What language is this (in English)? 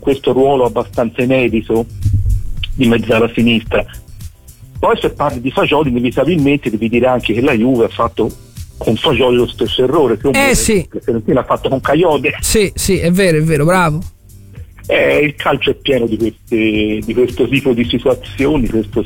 Italian